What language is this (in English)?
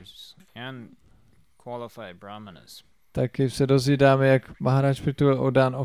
Czech